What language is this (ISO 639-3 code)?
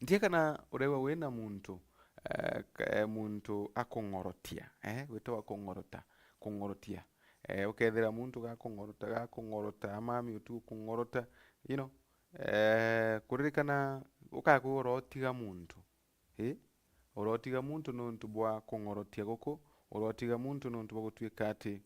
mer